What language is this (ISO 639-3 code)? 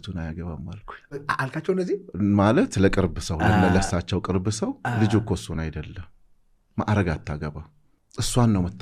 amh